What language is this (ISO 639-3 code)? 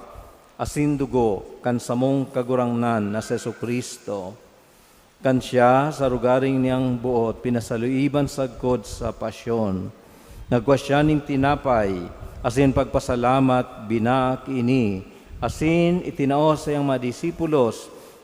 bik